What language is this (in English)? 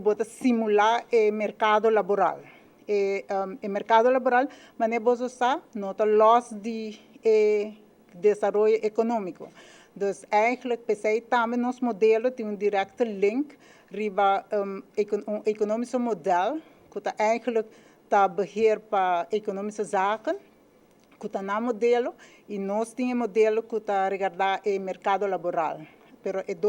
Papiamento